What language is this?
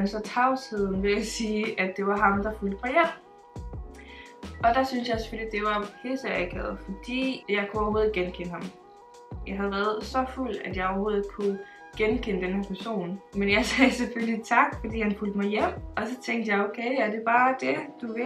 Danish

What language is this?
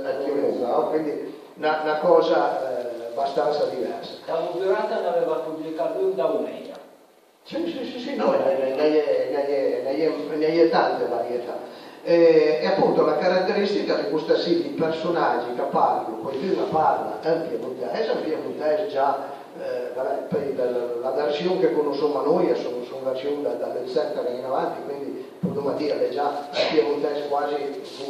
Piedmontese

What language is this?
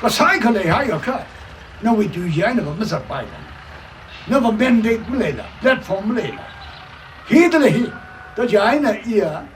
Tangkhul Naga (India)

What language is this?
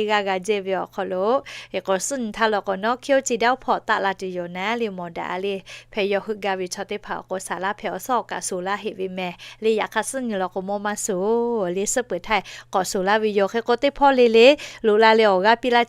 Lahu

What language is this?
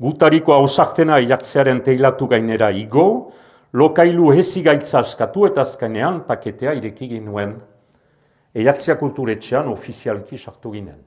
Basque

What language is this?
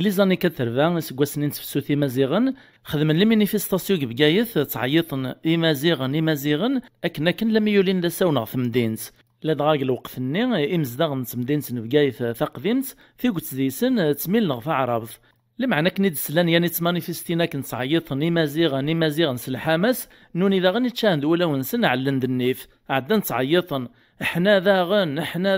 Kabyle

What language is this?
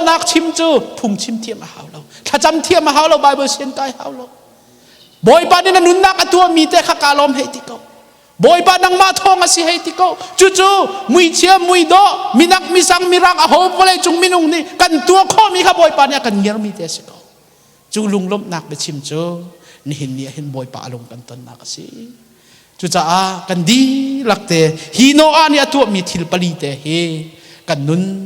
Hakha Chin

